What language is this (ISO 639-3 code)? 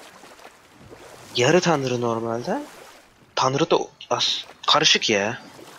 tur